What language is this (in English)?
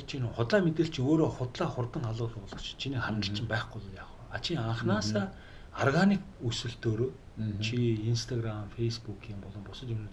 Mongolian